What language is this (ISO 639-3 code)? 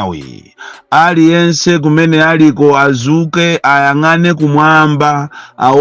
nya